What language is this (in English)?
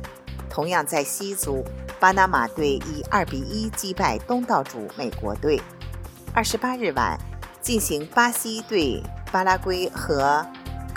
Chinese